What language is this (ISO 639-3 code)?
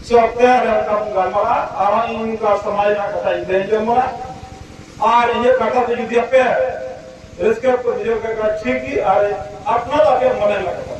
sat